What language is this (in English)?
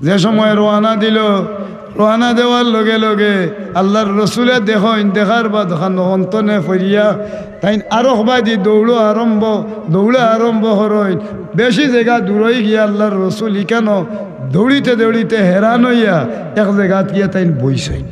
Sylheti